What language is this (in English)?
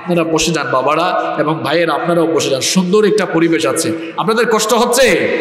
Bangla